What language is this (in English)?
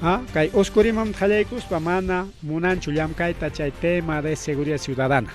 Ayacucho Quechua